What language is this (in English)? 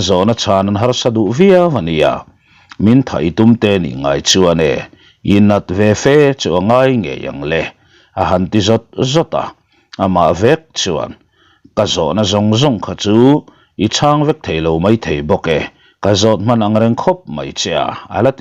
Mizo